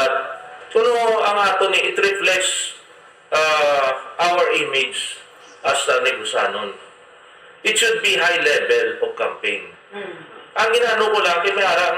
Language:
Hiligaynon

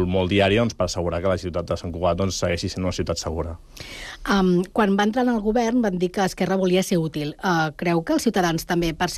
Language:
Catalan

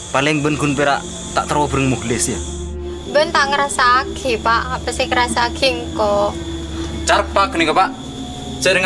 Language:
Madurese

